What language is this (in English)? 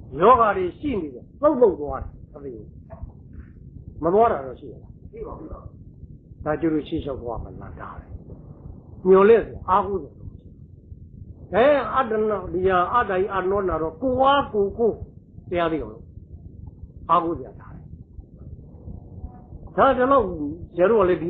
Burmese